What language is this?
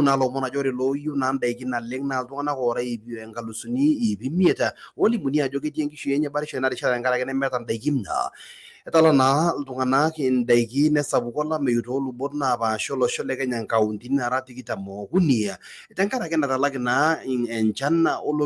Masai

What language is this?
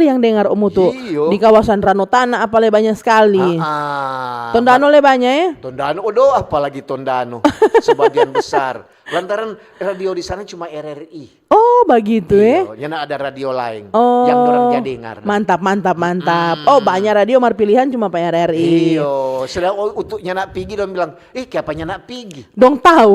Manado Malay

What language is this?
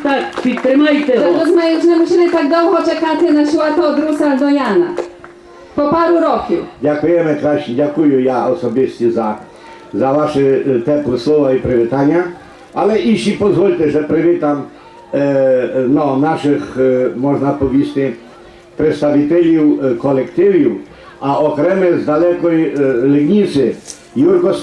Rusyn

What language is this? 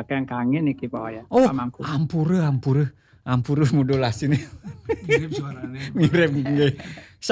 Balinese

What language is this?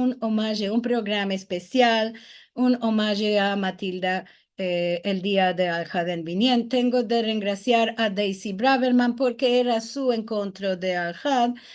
Ladino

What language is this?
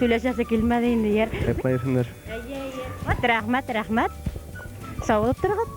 Bashkir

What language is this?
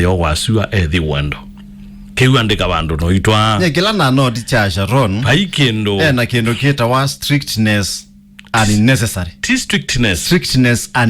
Kamba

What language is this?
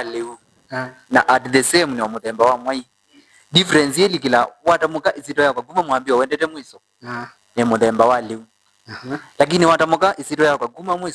Kamba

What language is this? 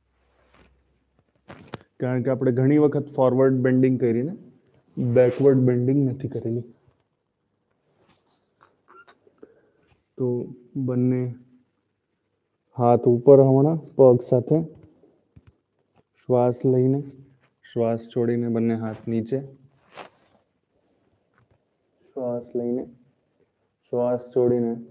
Gujarati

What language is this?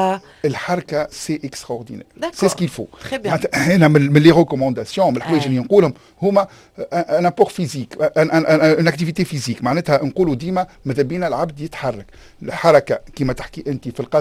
Tunisian Arabic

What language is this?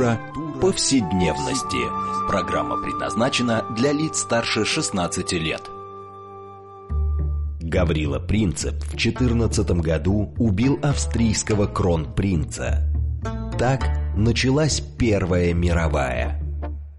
Russian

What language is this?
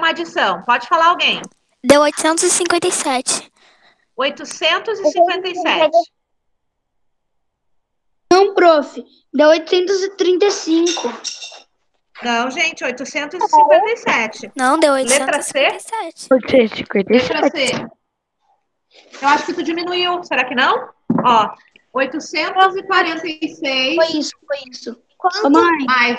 Portuguese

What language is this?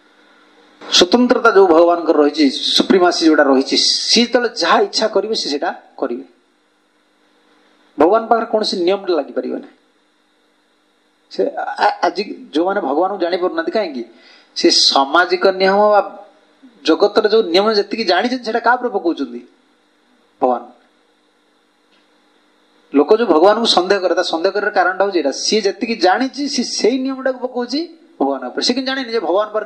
Odia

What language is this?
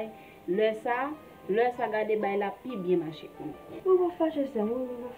Haitian Creole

